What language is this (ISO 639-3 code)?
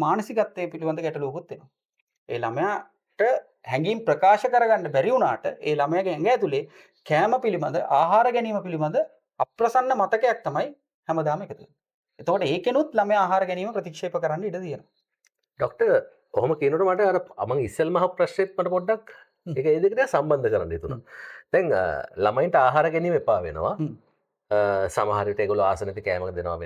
sin